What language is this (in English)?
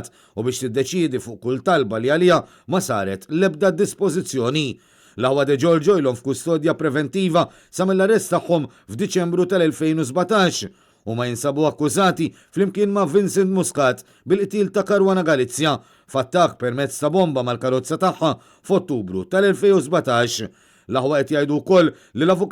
Maltese